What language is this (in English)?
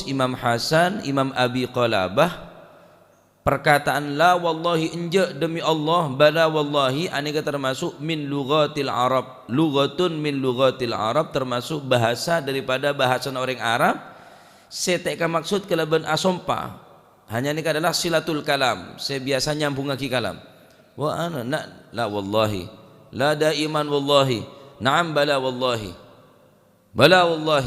Madurese